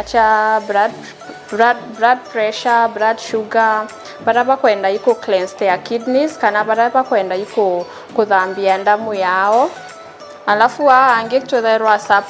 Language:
Meru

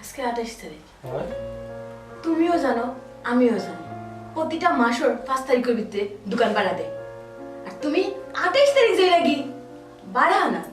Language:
Sylheti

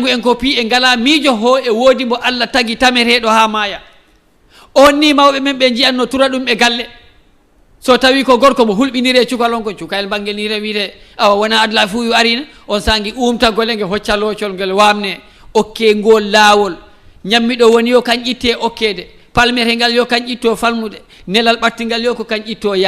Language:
Fula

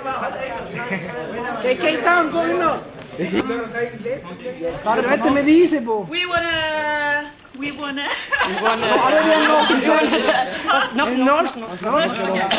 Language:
Norwegian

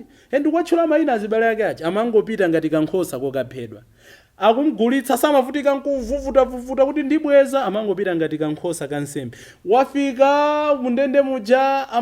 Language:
Nyanja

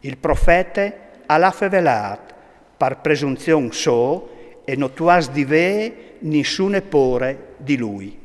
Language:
Friulian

